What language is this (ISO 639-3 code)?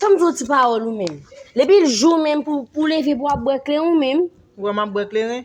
hat